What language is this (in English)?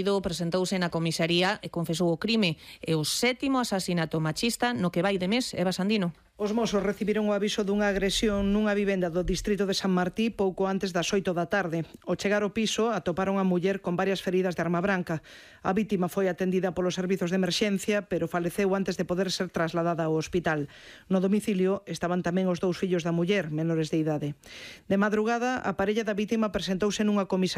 Galician